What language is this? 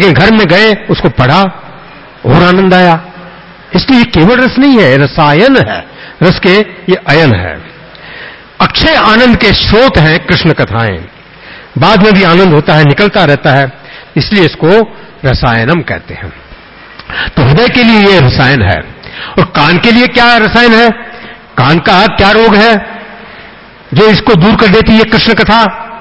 Hindi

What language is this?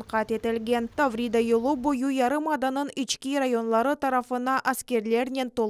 Crimean Tatar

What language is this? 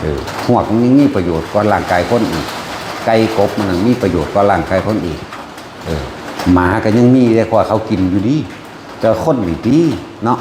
Lao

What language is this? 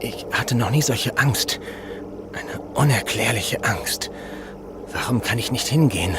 Bavarian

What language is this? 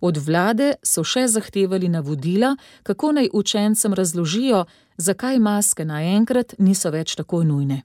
Slovenian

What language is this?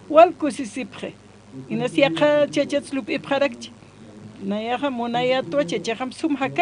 Aymara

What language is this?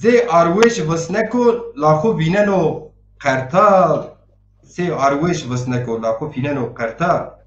Zaza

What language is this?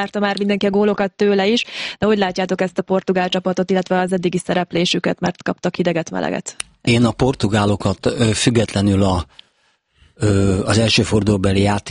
Hungarian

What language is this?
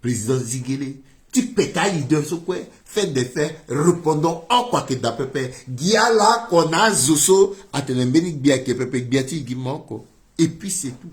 Sango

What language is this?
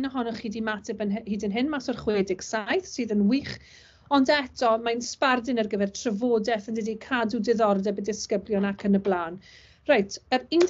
Welsh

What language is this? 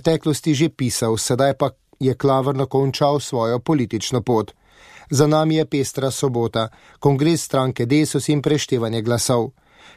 Slovenian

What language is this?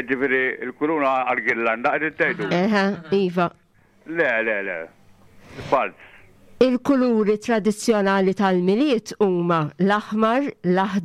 Maltese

